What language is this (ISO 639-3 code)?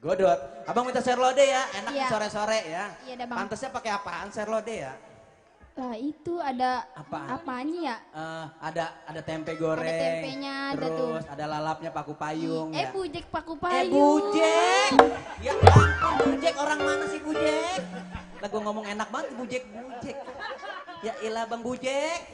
bew